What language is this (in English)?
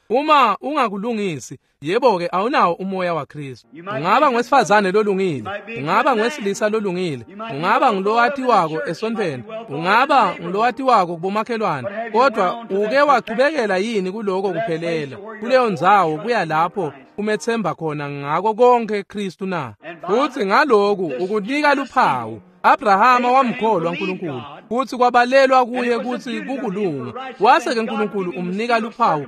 Swati